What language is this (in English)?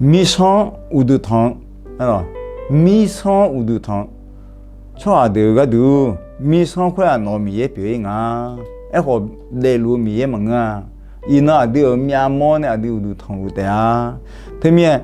Akha